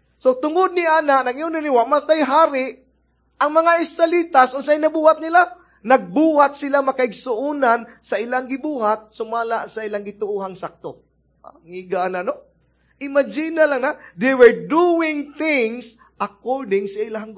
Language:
Cebuano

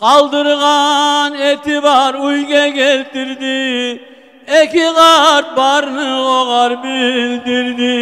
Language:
Kumyk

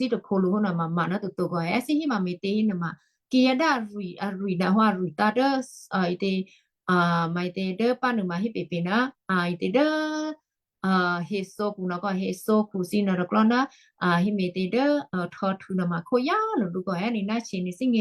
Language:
Western Kayah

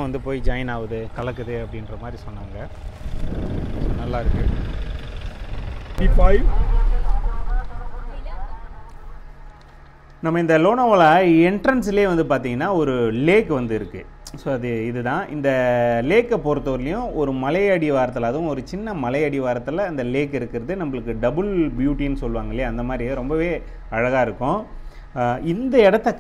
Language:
Tamil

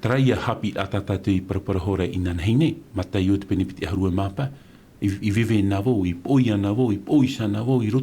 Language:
Tahitian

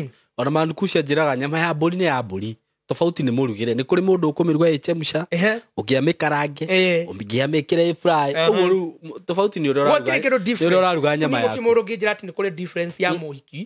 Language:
Kikuyu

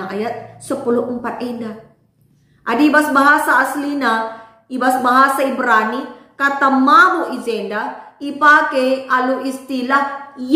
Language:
Batak Karo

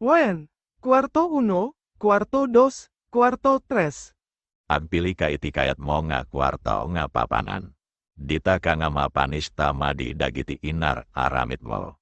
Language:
Iloko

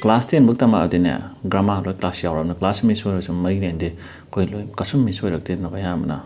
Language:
Manipuri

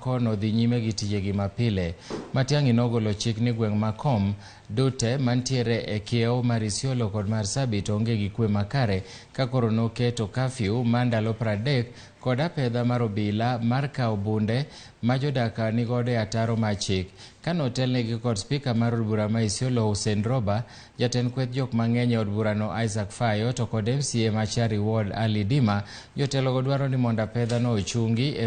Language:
Luo (Kenya and Tanzania)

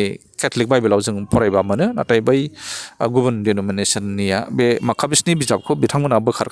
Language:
Bodo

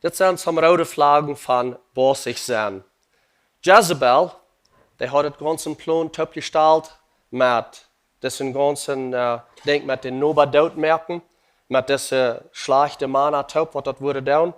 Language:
Plautdietsch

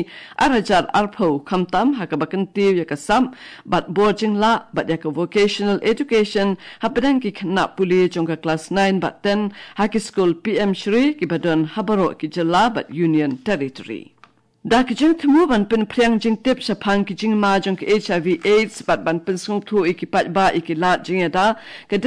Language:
Khasi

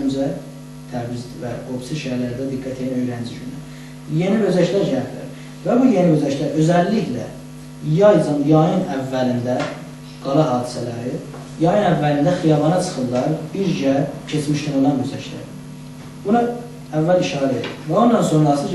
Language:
South Azerbaijani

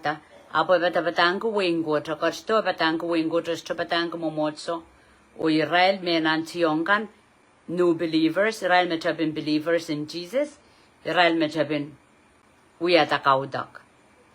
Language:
Pohnpeian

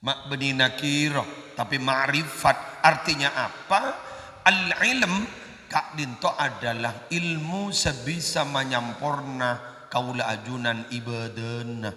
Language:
Madurese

